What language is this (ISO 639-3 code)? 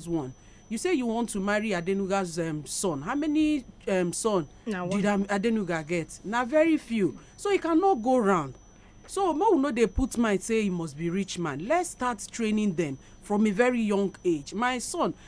pcm